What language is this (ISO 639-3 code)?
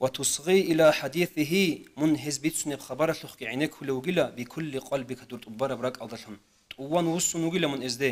ava